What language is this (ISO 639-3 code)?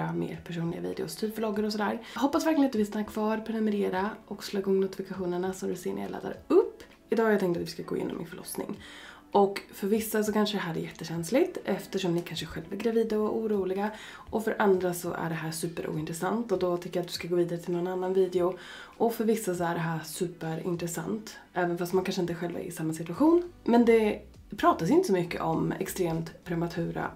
swe